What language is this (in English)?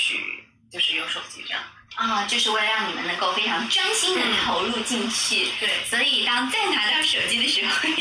Chinese